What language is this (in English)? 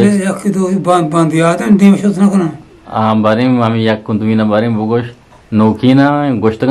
Eastern Balochi